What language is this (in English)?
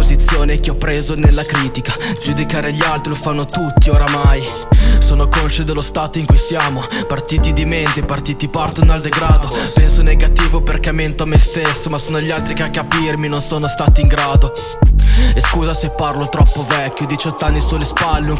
Italian